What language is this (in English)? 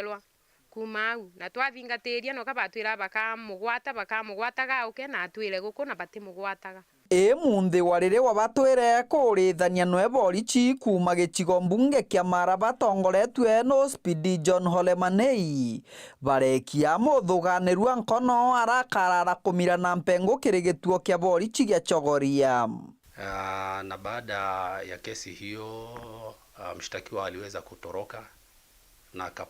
Meru